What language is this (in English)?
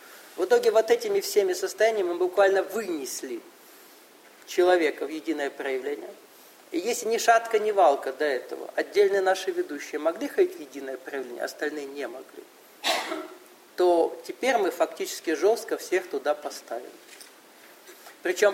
Russian